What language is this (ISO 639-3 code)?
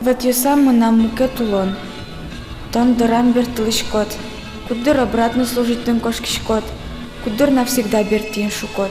udm